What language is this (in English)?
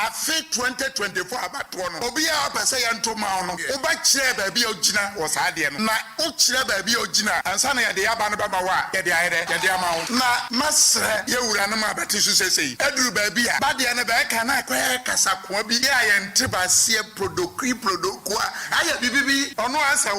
Akan